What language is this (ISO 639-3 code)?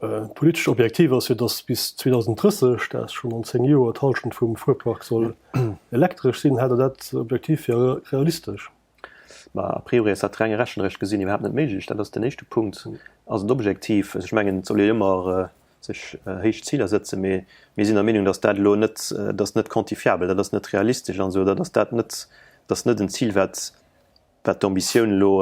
ltz